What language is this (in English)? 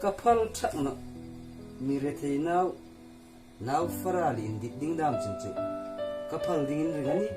Hmar